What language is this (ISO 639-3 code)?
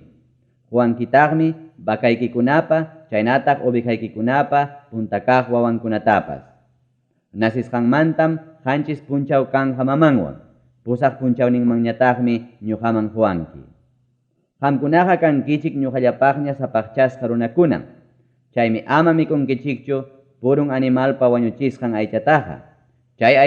quy